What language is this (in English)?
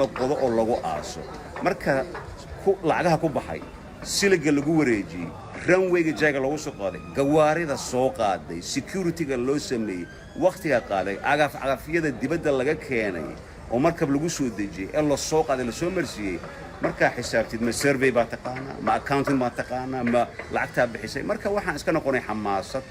Somali